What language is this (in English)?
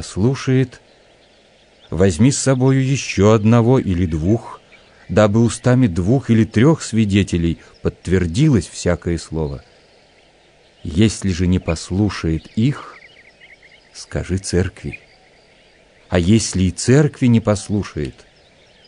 Russian